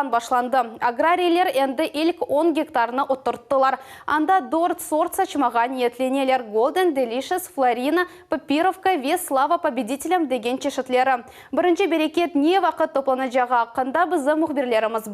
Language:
Crimean Tatar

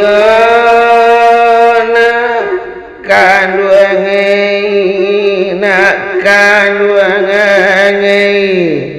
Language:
Minangkabau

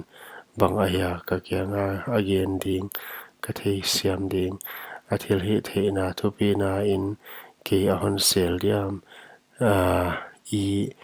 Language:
Paite Chin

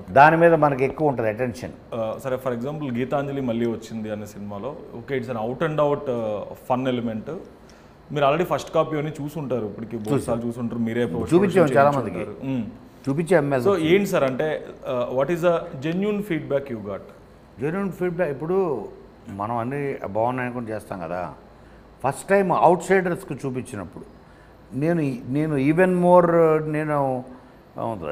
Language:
Telugu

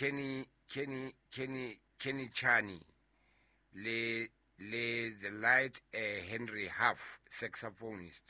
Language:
Southern Sotho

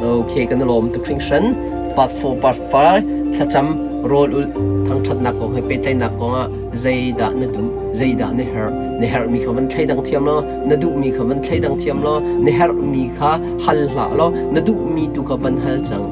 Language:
Hakha Chin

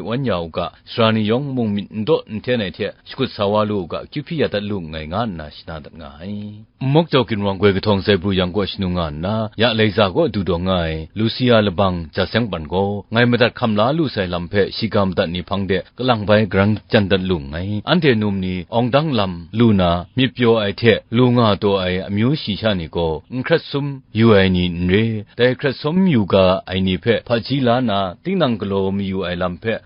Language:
Kachin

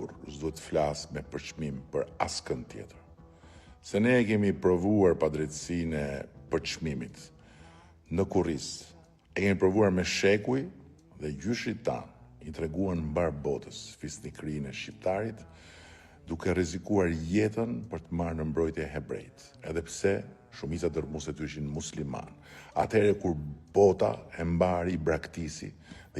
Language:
Albanian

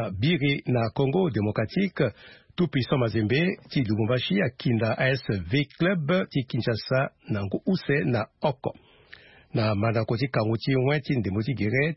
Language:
Sango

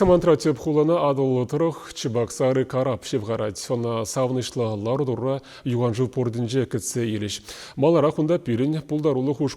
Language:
Chuvash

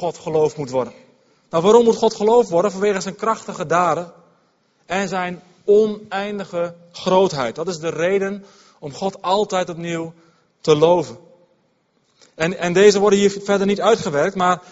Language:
Dutch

